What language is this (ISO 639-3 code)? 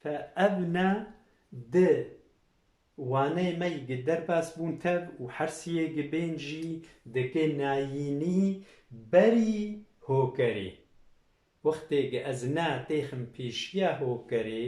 kur